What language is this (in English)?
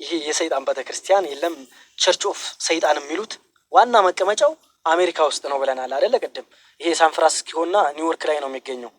Amharic